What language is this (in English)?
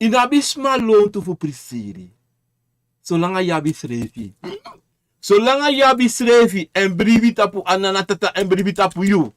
Sranan Tongo